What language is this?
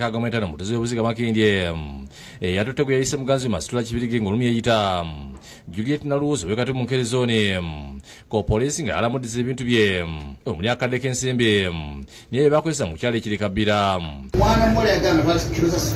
Ganda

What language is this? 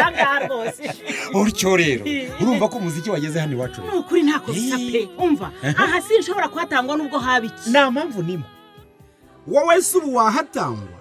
Kinyarwanda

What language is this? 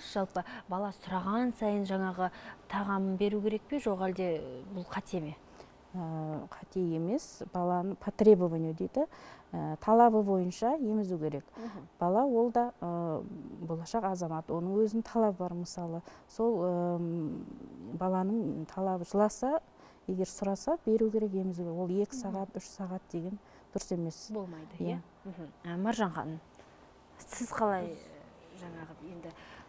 Kazakh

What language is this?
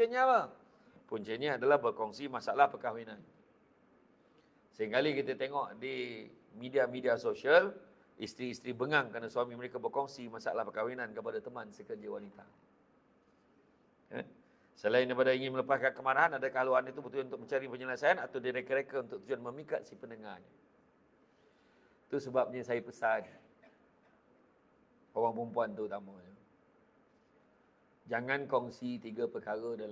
Malay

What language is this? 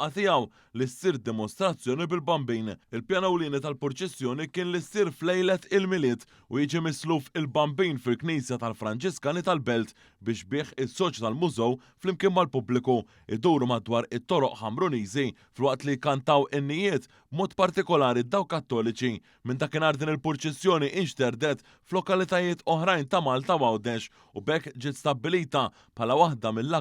Maltese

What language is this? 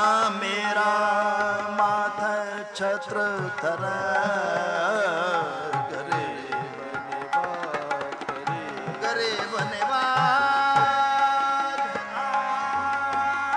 Punjabi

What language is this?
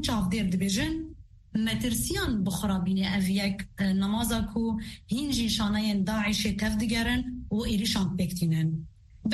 Kurdish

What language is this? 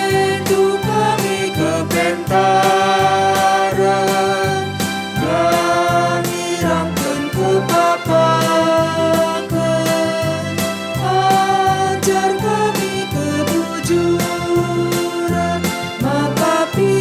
Batak Karo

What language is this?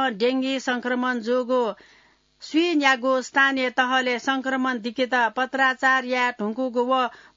Newari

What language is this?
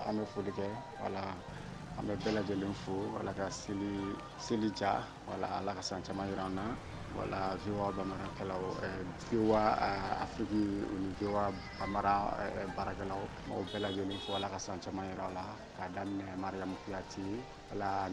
Bambara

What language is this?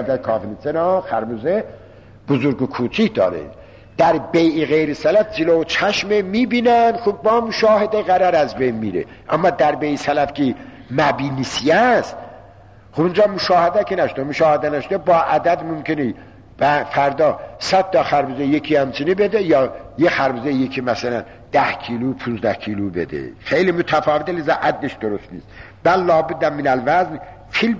Persian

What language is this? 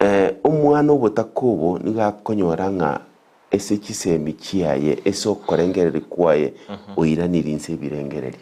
Gusii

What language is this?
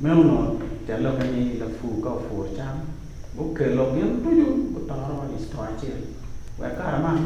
Acoli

